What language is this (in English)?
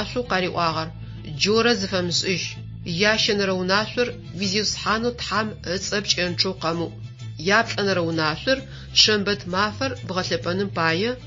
Adyghe